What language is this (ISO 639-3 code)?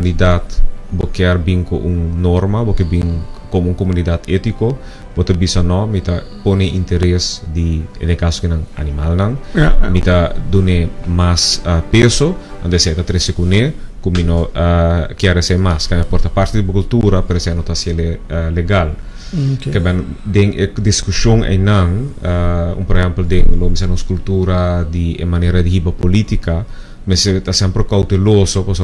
pap